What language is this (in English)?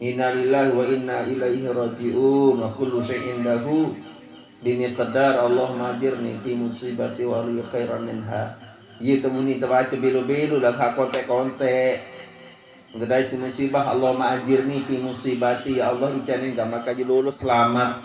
Sasak